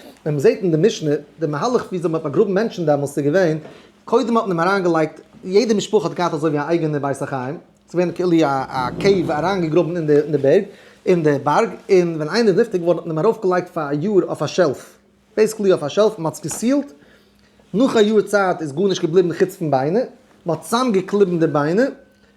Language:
Yiddish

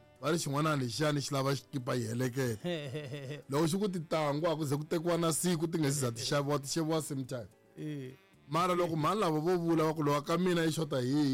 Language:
Tsonga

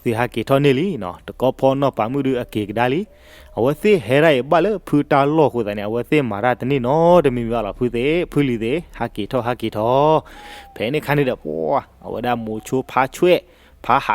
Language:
S'gaw Karen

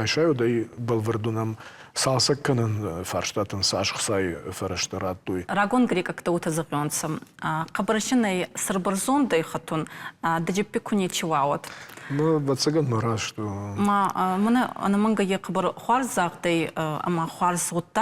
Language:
Ossetic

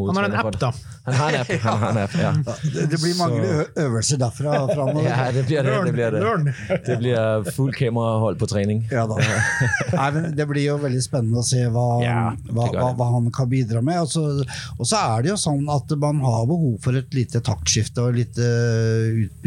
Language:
Norwegian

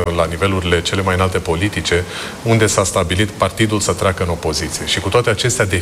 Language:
Romanian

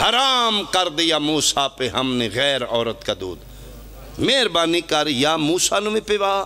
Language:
Pahari-Potwari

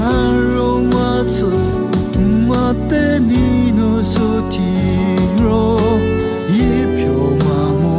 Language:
Lisu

